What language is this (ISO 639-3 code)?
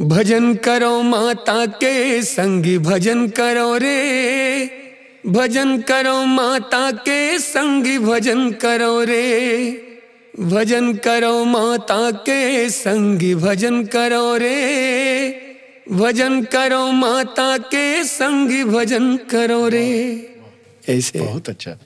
hne